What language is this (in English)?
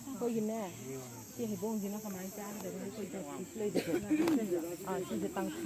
Manipuri